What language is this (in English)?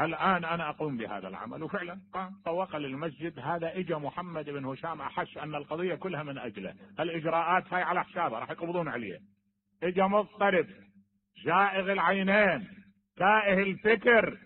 Mesopotamian Arabic